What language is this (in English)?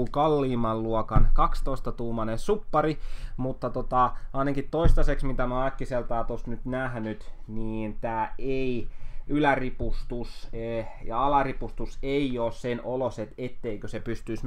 Finnish